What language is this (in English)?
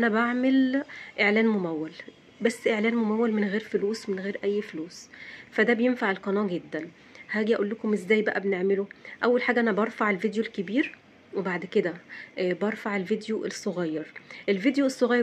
Egyptian Arabic